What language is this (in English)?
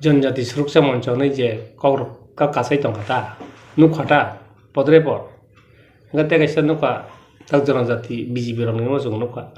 Kok Borok